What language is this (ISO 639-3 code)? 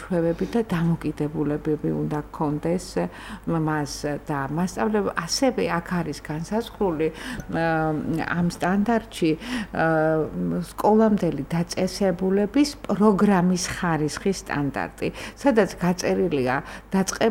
kat